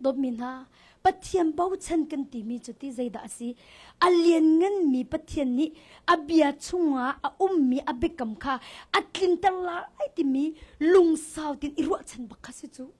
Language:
Hakha Chin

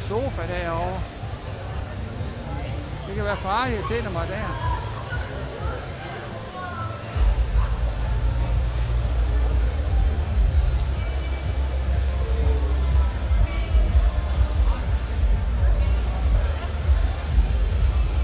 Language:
Danish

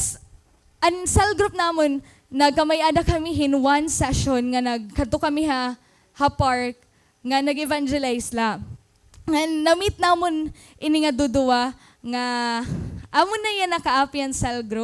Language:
Waray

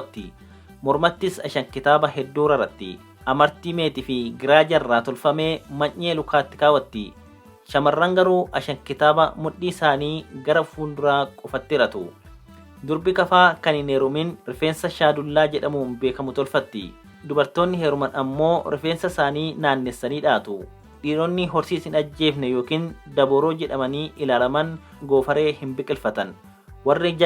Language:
Oromo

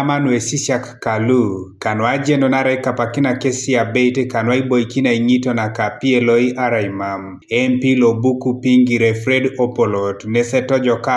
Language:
Teso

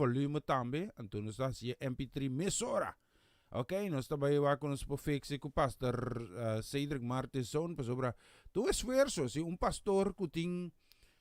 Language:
Papiamento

